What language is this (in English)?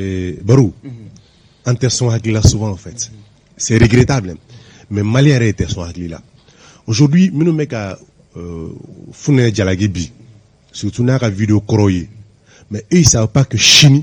Bambara